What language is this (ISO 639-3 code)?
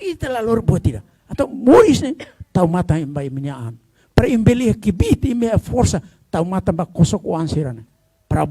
tet